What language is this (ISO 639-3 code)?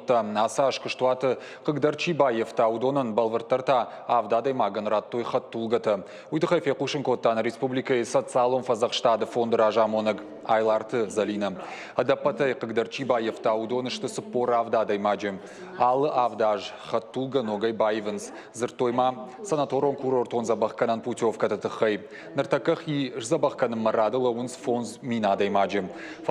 oss